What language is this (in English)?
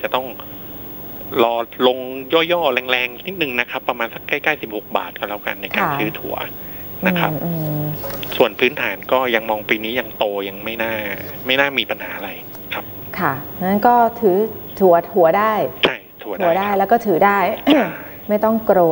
Thai